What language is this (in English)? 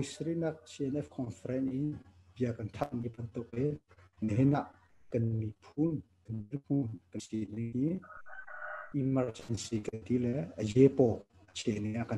Hakha Chin